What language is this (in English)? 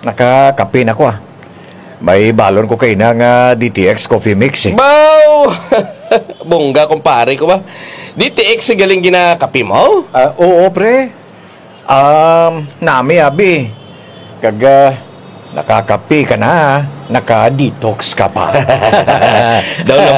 Kinaray-a